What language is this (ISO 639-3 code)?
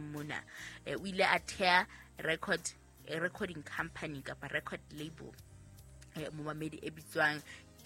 sot